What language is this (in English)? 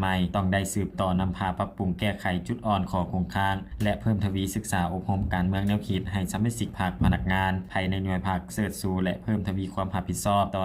Lao